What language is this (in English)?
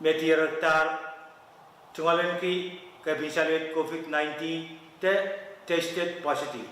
Pohnpeian